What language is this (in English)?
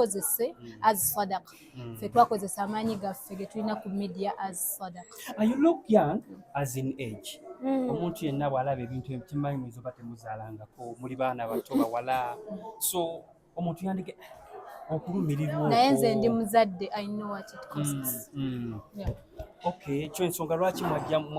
Ganda